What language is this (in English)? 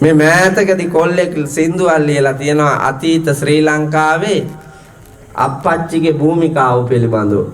Sinhala